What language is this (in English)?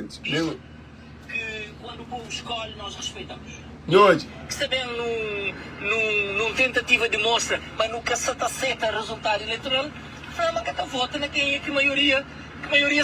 Kabuverdianu